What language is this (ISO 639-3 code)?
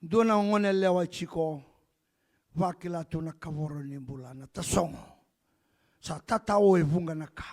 fij